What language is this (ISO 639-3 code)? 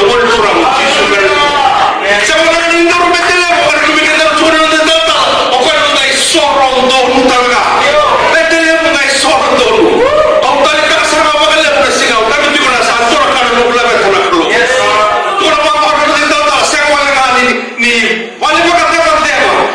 fij